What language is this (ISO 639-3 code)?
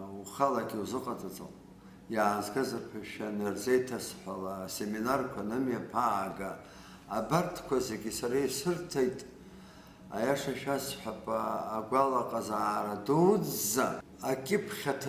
abk